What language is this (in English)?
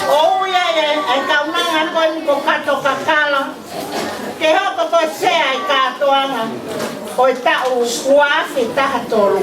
Tongan